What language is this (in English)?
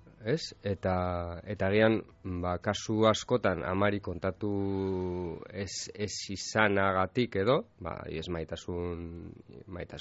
Basque